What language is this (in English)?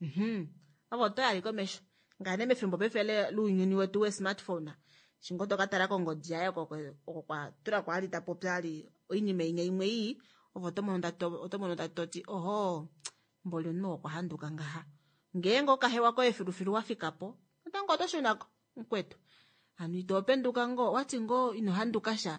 Kuanyama